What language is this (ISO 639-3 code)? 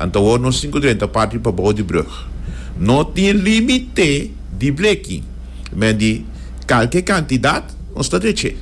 pap